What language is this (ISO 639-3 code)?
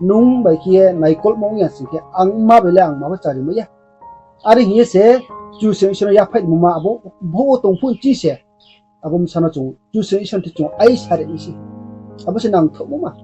ria